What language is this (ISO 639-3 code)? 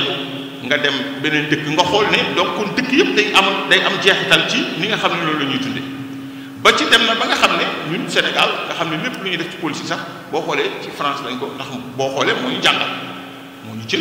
wol